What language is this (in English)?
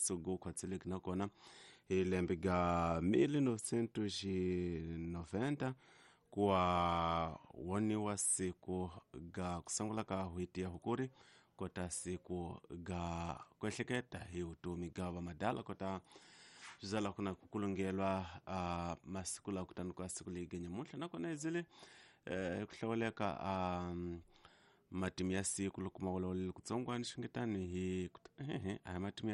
Tsonga